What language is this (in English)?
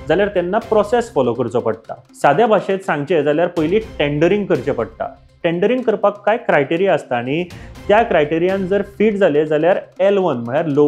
Konkani